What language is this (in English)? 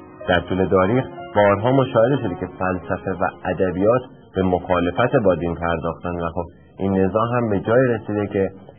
Persian